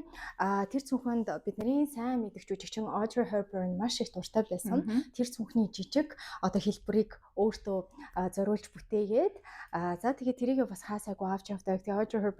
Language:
Mongolian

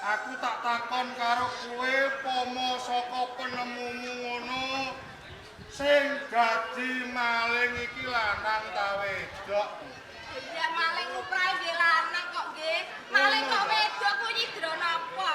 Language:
Javanese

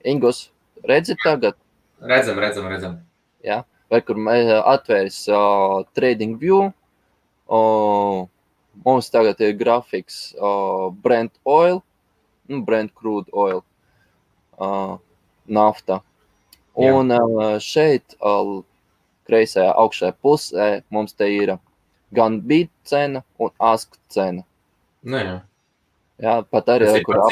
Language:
Latvian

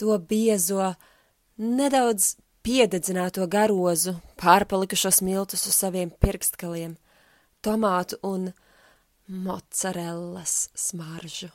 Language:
Latvian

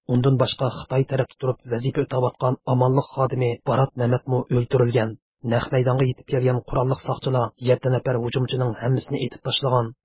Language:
Uyghur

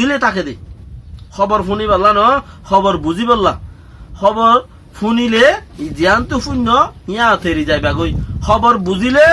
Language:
Rohingya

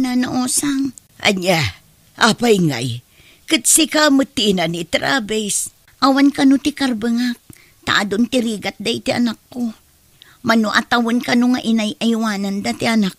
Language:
Iloko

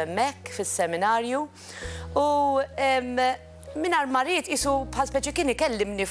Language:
Maltese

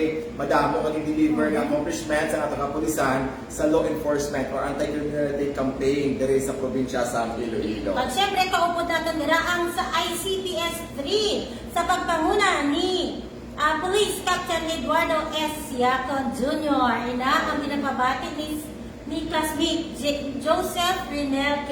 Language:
Hiligaynon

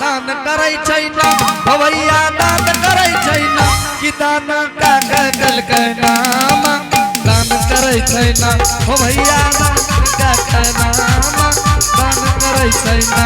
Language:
Angika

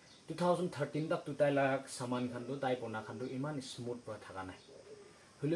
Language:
Naga Pidgin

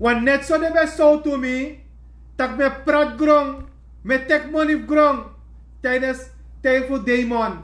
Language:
Sranan Tongo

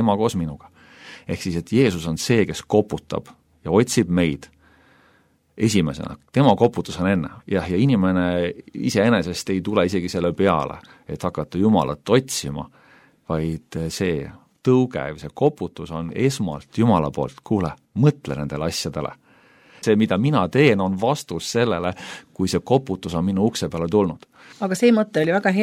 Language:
Estonian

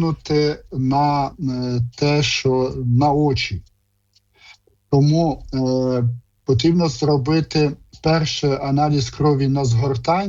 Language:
Ukrainian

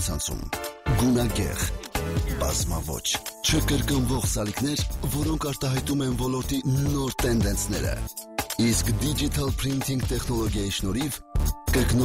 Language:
Armenian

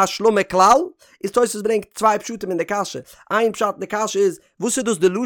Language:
Yiddish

